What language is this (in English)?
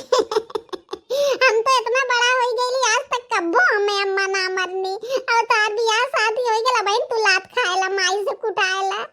Bhojpuri